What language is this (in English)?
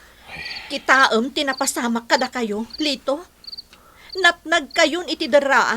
Iloko